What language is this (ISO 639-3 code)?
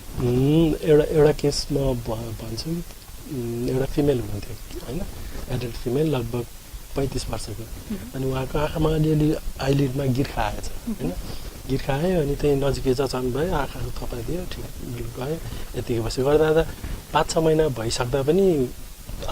nep